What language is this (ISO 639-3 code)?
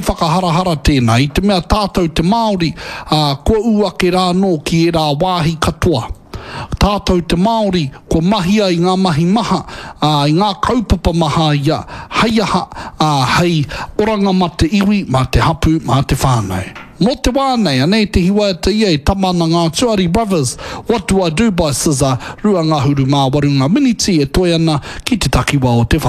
mri